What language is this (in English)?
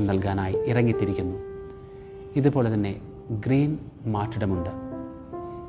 Malayalam